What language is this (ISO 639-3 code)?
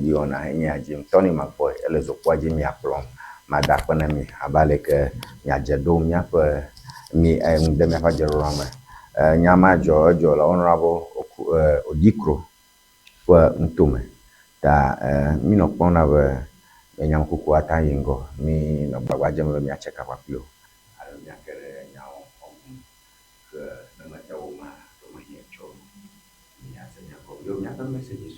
ewe